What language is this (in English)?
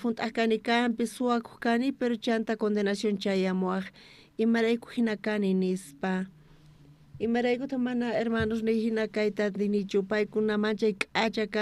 South Bolivian Quechua